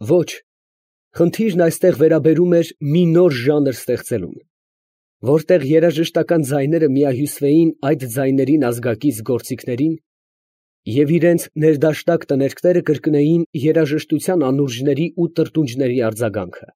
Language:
Armenian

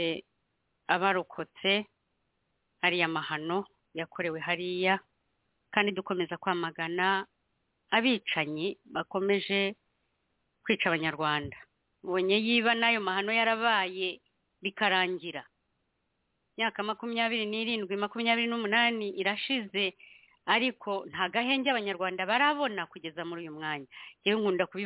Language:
Kinyarwanda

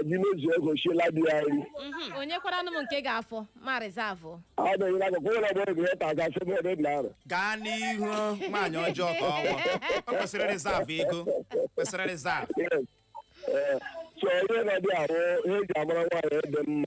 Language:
Igbo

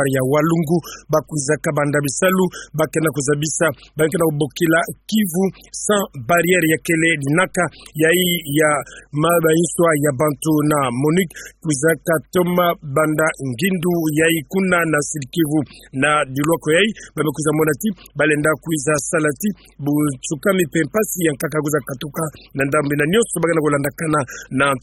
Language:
Kituba (Democratic Republic of Congo)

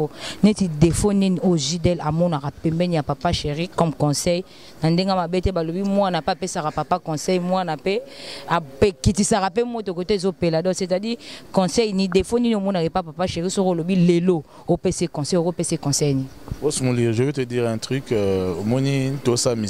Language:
Lingala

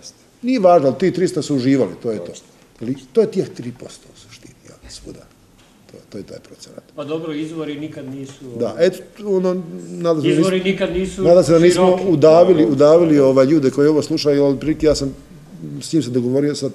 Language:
Serbian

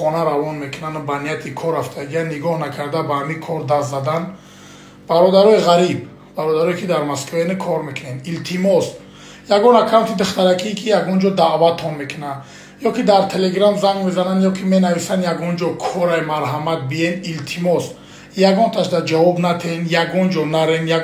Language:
Tajik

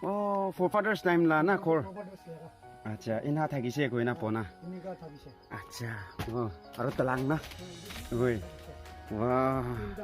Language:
Naga Pidgin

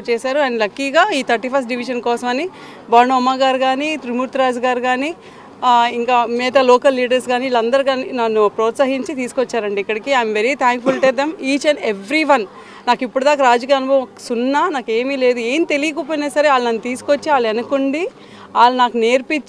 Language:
Telugu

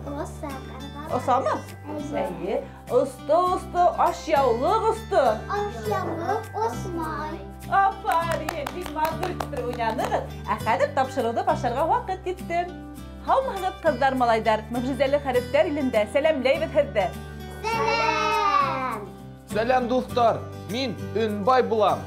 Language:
Bashkir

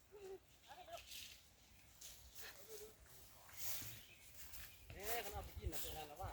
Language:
Lao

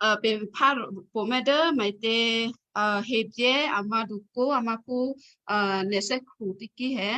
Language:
Western Kayah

